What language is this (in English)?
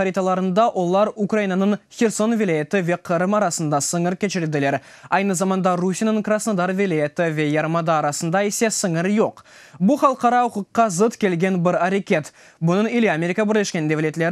Crimean Tatar